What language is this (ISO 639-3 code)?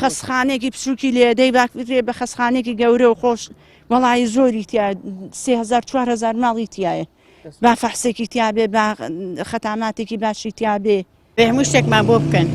ckb